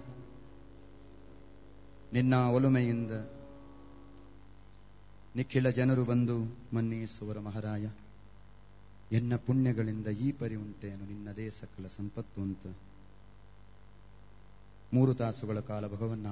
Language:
Kannada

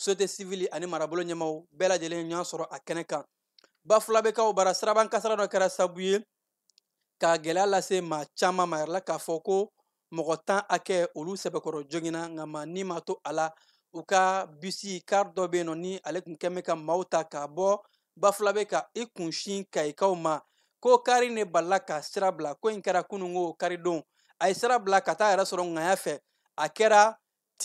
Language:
Bambara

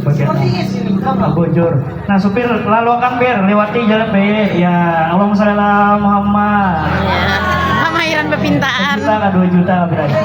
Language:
Banjar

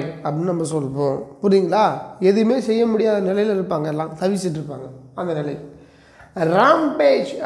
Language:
Tamil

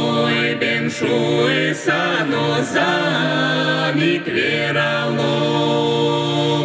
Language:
Udmurt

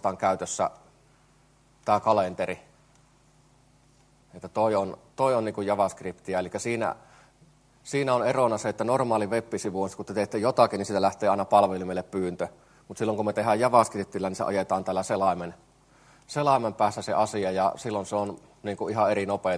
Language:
Finnish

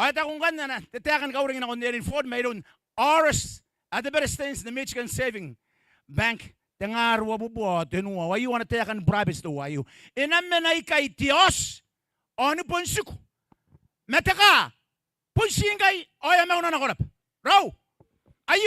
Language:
Gilbertese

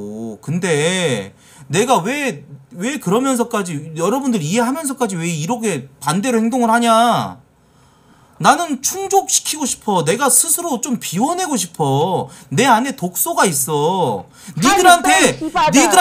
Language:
Korean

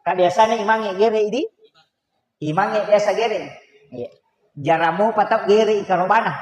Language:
Buginese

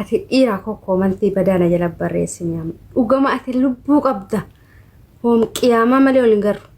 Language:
Oromo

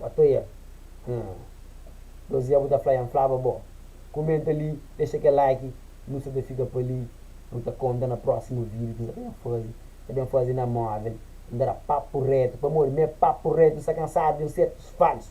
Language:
Kabuverdianu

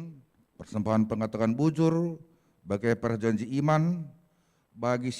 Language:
Batak Karo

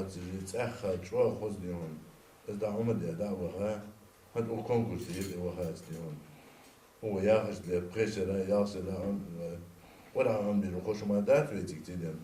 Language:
Ingush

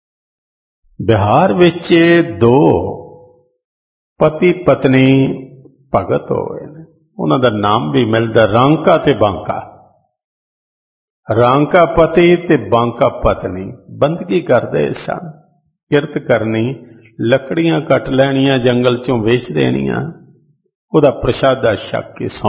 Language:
Punjabi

